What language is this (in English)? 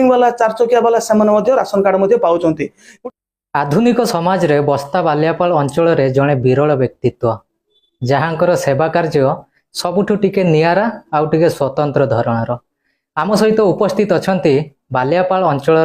Odia